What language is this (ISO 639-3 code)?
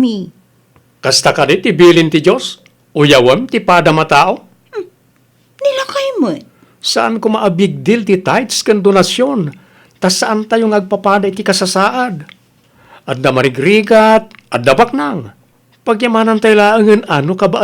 ilo